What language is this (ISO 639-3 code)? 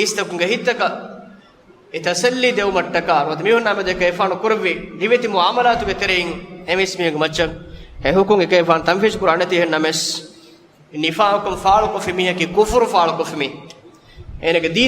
div